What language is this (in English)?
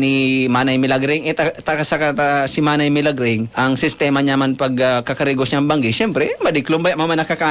Bikol